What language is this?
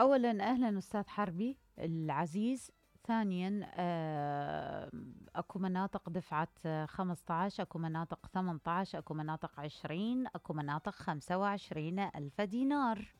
Mesopotamian Arabic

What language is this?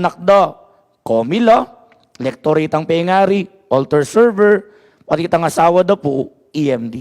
Pampanga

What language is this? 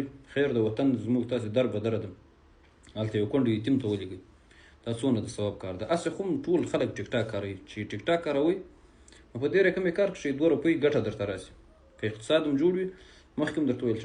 Pashto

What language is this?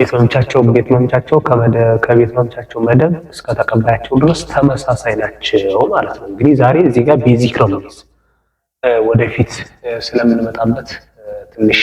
Amharic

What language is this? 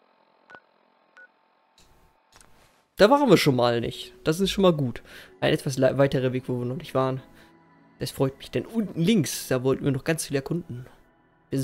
German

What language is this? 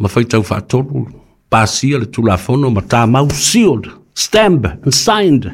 Samoan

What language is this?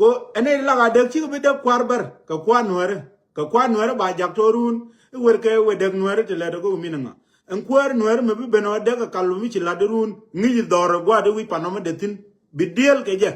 Nuer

